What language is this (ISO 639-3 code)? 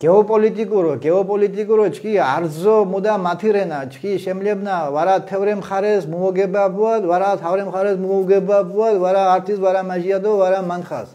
xmf